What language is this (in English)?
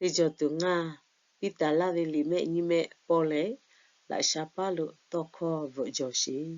Lahu